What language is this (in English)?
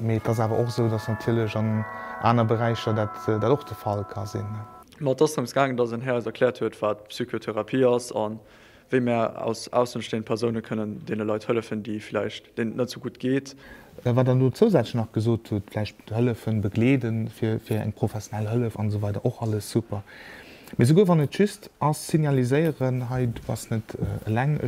Luxembourgish